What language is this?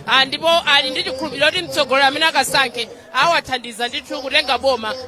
Nyanja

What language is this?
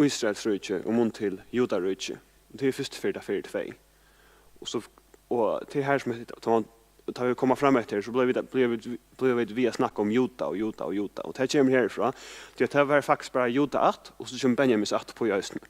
Faroese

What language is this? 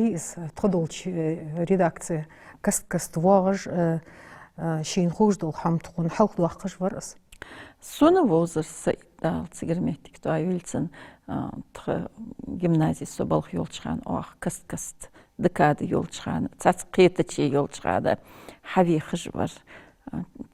Ingush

